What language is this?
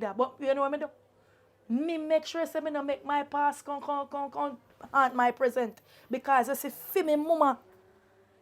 Jamaican Creole English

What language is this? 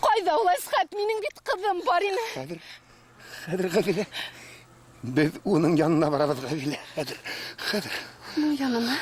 Bashkir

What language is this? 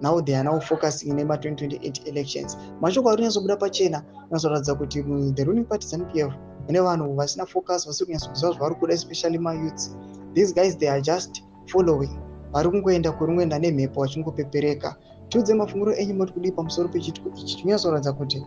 Shona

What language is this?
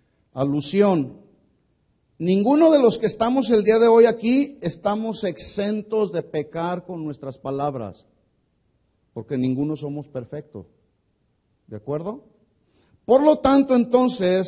Spanish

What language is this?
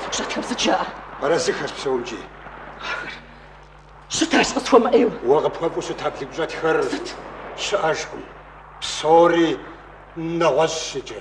Kabardian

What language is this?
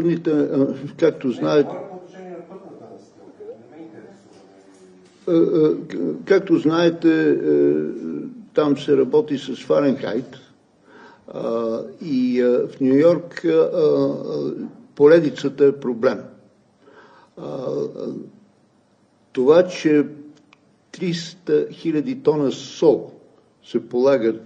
Bulgarian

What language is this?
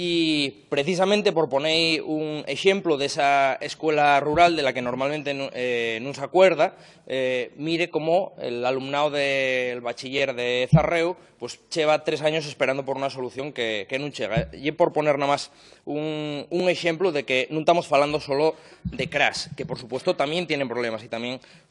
Asturian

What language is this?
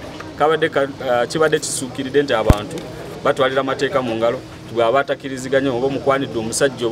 Ganda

